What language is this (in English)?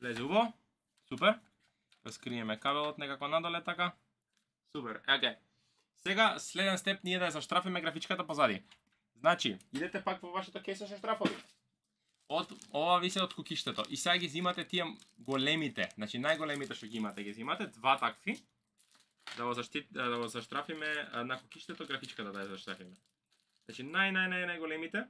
Macedonian